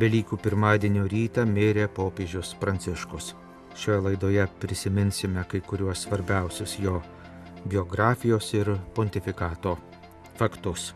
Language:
Lithuanian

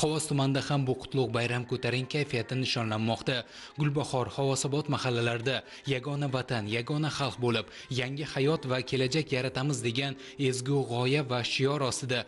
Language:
Uzbek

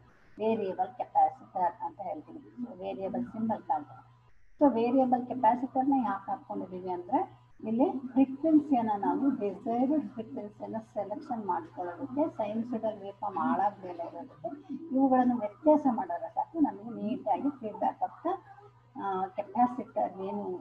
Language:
Kannada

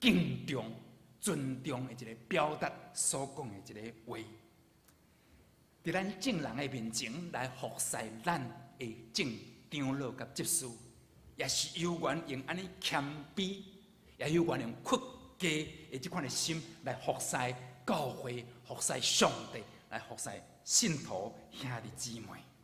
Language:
Min Nan Chinese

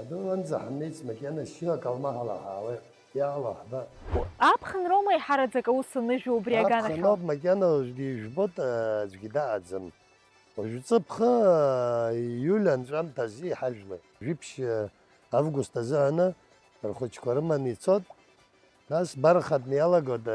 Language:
Abkhazian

